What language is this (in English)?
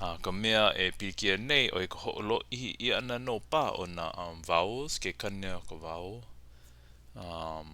Hawaiian